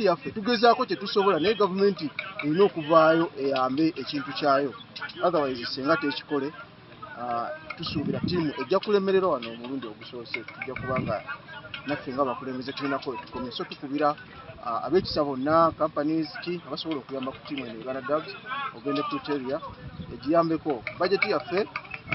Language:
Ganda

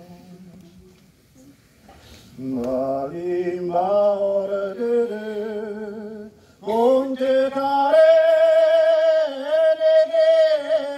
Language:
Basque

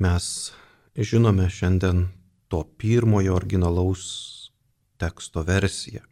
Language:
Lithuanian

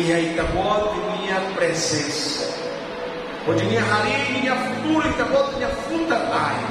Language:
Tetum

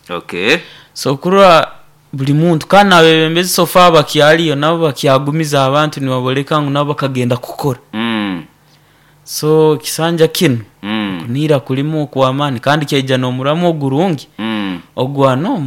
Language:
Nyoro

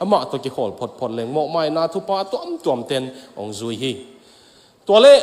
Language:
Tedim Chin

